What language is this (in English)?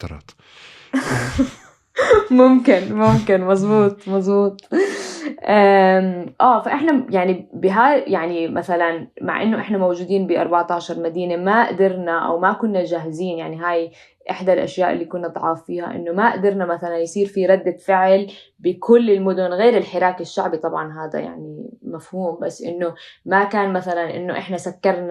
North Levantine Arabic